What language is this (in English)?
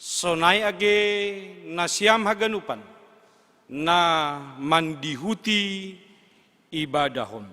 Batak Simalungun